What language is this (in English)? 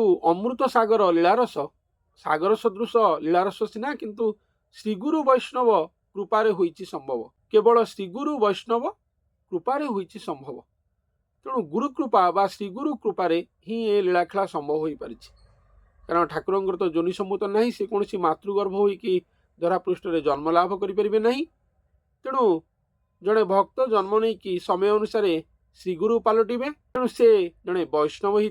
Odia